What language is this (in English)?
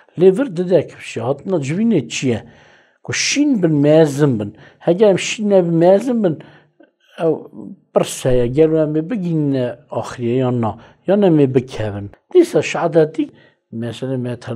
Kurdish